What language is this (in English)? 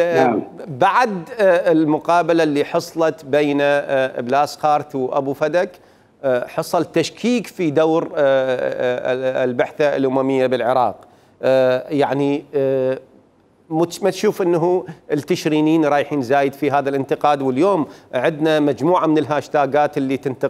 Mesopotamian Arabic